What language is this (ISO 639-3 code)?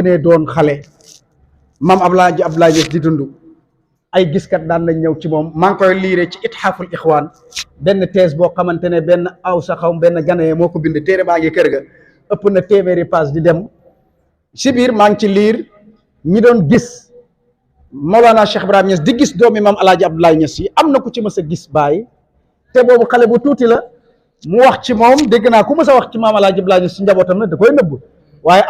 wol